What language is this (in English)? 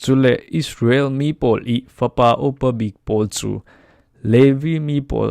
Falam Chin